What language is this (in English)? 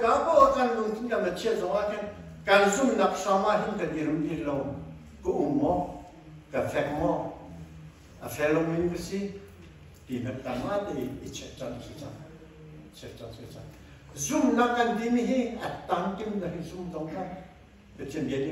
Hakha Chin